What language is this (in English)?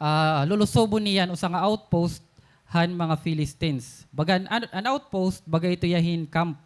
Waray